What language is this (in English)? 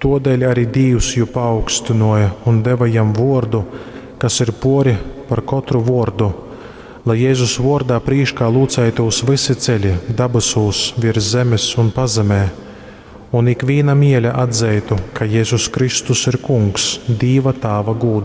Latgalian